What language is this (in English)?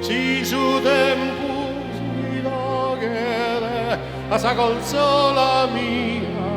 Sardinian